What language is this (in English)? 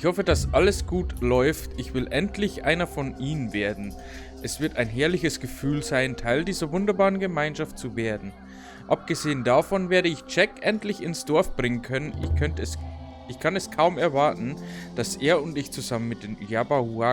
Bavarian